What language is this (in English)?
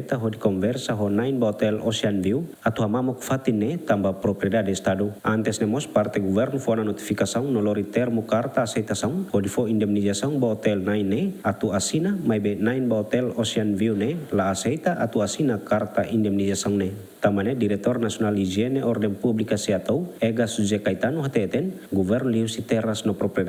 Tetum